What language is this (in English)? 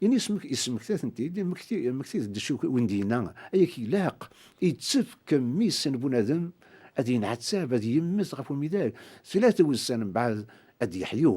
Kabyle